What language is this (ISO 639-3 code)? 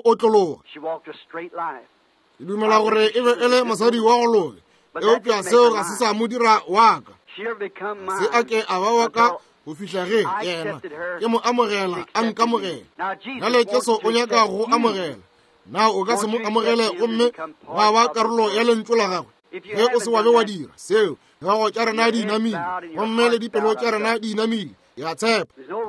nso